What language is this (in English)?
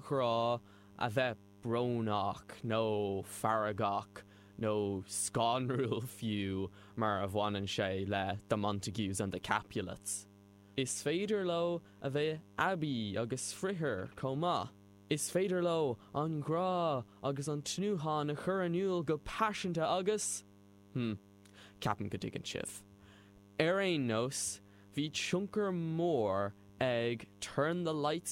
Irish